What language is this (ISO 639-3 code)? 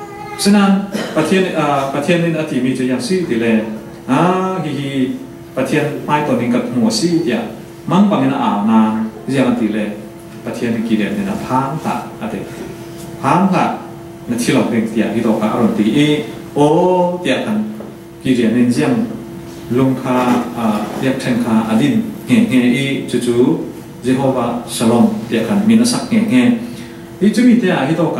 cfm